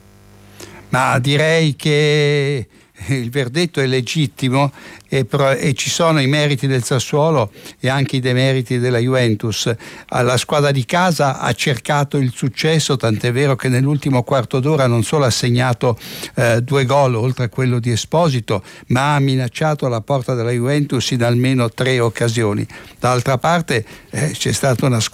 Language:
Italian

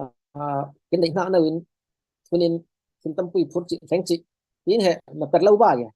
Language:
Falam Chin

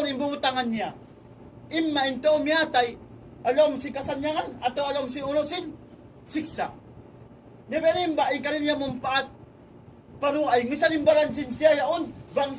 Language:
Tausug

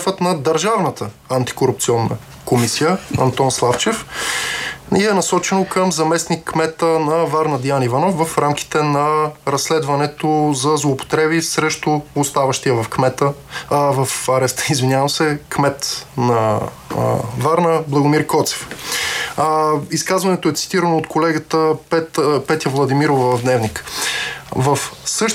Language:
Bulgarian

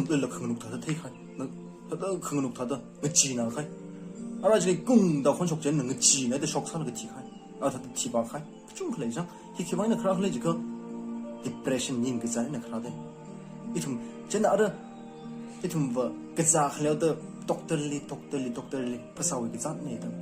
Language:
Tangkhul Naga (India)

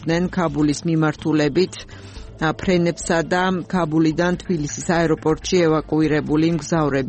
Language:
Georgian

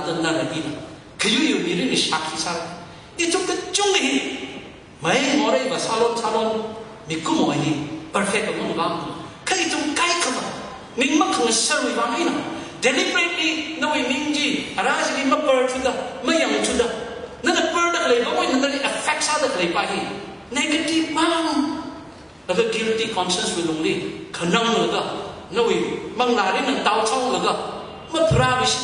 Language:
Tangkhul Naga (India)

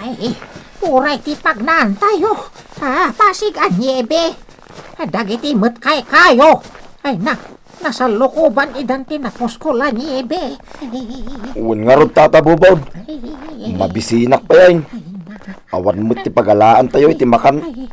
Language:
Iloko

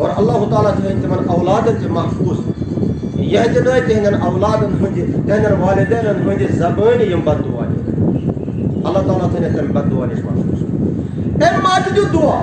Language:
Kashmiri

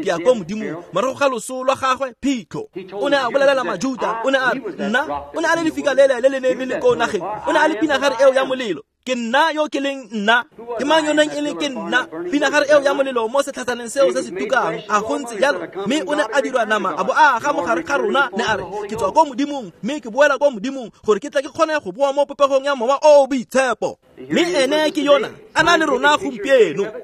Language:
Tswana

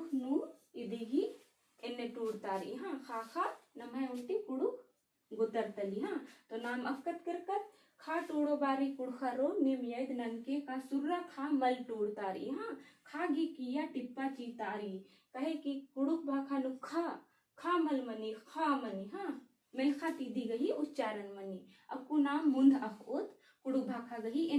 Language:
Kurukh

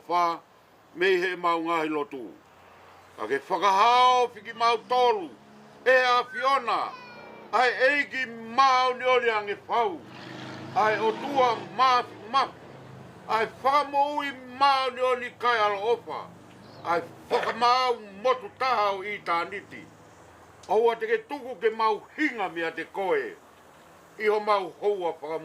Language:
Tongan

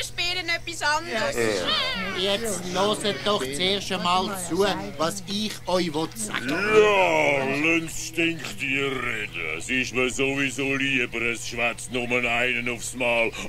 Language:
Swiss German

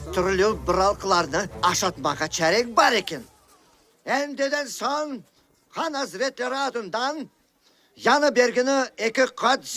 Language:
Crimean Tatar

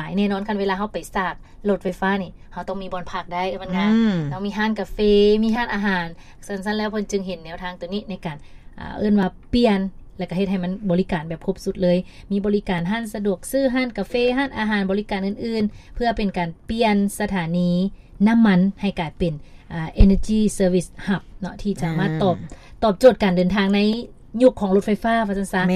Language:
Lao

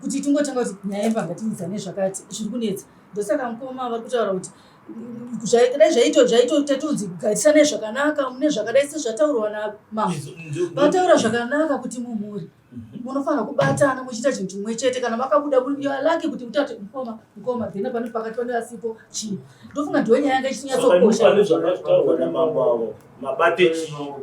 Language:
Shona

